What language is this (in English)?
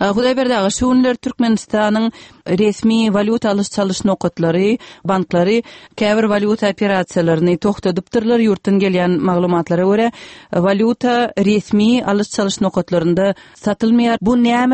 Turkmen